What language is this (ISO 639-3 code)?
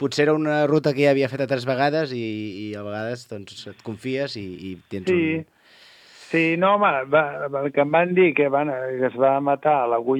cat